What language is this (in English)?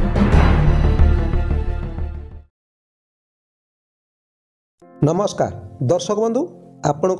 Odia